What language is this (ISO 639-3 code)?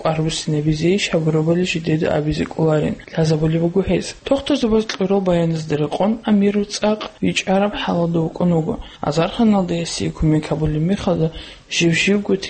ava